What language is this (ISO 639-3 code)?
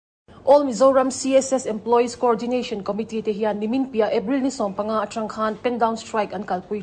lus